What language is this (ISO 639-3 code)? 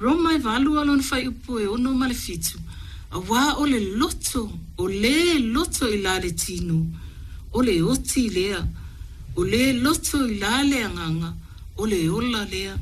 smo